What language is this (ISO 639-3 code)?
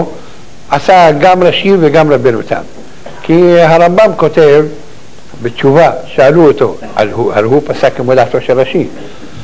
heb